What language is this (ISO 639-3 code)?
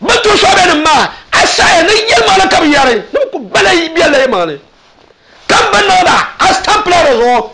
dag